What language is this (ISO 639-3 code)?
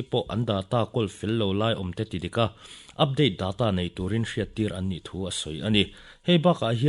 lus